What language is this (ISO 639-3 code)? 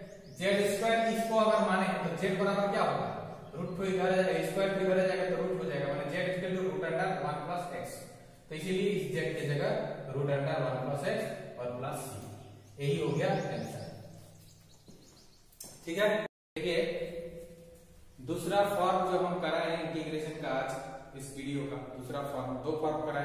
hin